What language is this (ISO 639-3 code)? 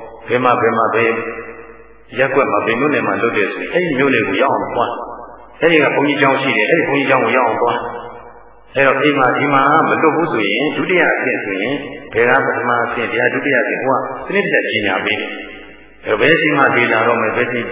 mya